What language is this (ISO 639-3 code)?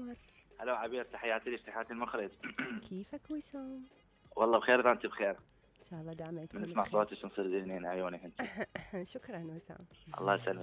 acm